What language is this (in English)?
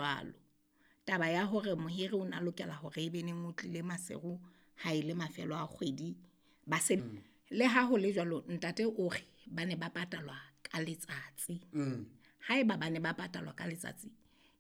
Southern Sotho